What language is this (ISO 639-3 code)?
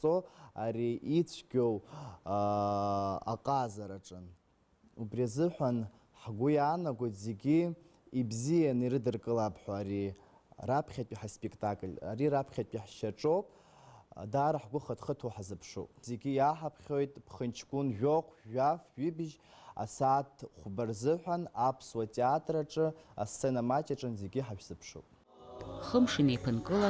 abk